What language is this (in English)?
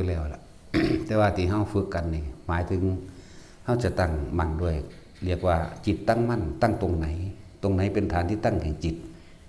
Northeastern Thai